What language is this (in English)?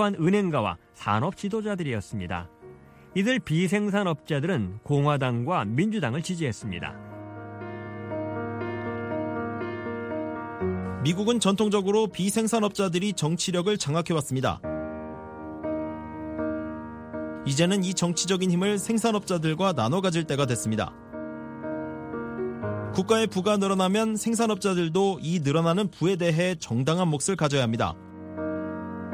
Korean